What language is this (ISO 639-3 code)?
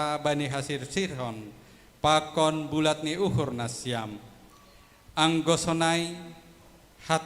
bts